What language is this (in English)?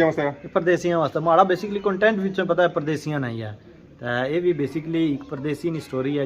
Pahari-Potwari